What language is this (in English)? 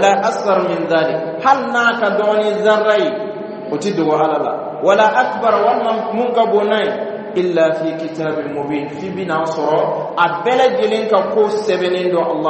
Bambara